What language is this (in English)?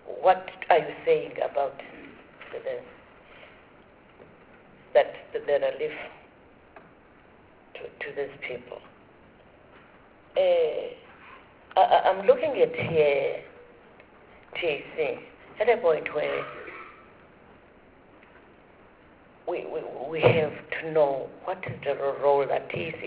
English